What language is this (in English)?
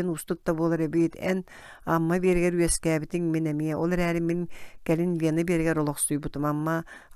Yakut